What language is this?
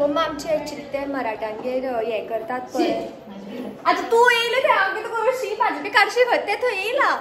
Konkani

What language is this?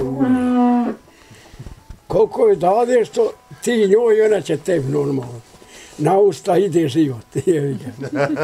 Bosnian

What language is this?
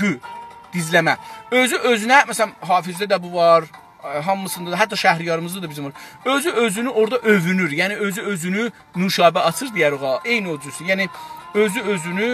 South Azerbaijani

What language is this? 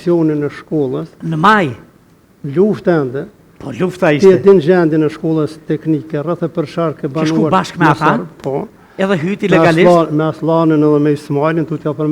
Albanian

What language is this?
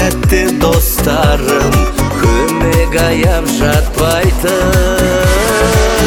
Kazakh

